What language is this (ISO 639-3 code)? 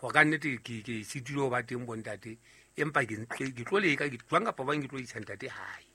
sot